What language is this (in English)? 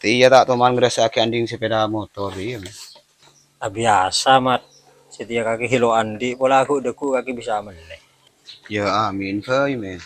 Madurese